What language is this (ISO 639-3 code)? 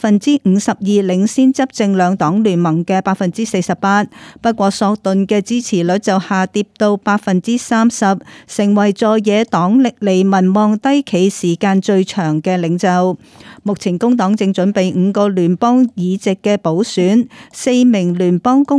yue